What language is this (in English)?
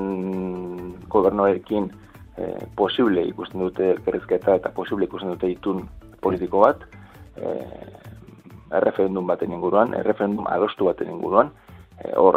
Basque